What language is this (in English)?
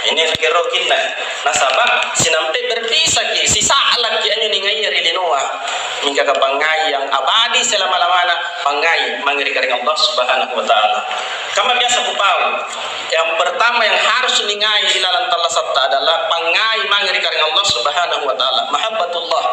Makasar